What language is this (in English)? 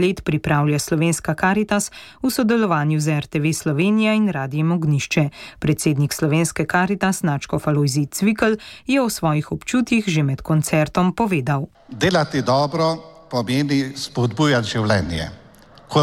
Slovenian